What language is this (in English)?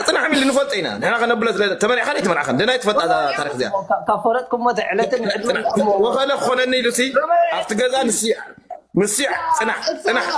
Tigrinya